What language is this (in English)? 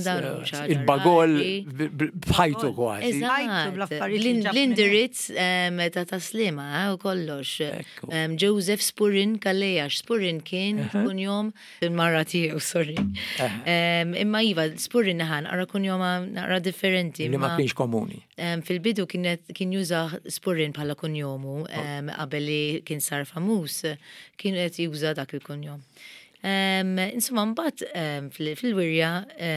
Maltese